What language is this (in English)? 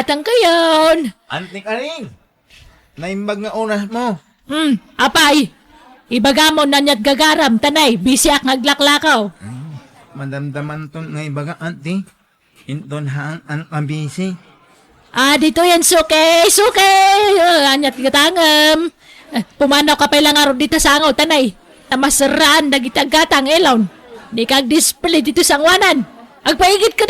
Iloko